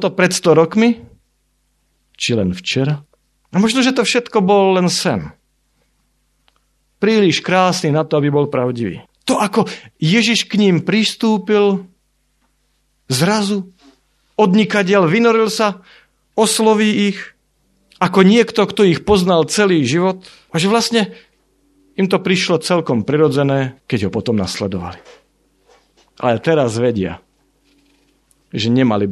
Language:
Slovak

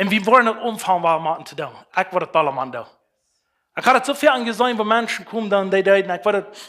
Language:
Plautdietsch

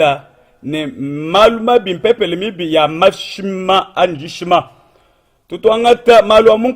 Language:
Luba-Lulua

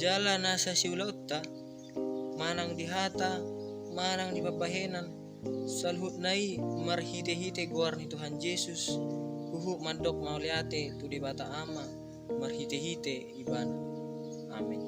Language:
Batak Toba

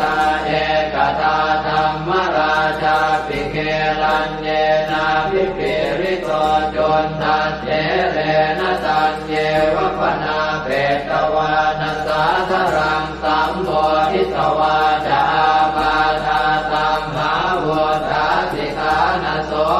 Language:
Pali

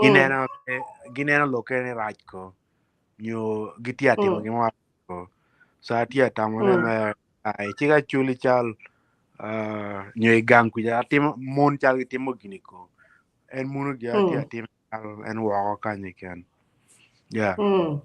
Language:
Acoli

